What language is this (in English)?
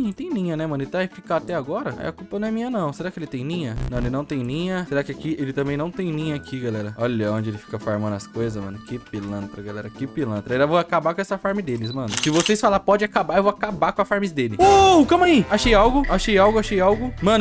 Portuguese